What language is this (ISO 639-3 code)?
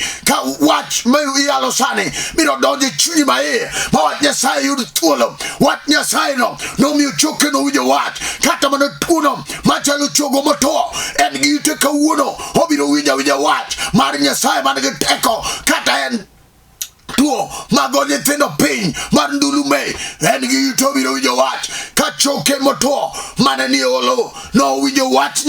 luo